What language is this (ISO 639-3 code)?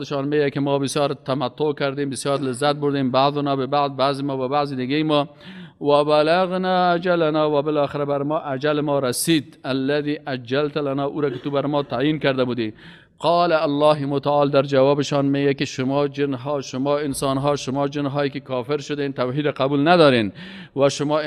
fas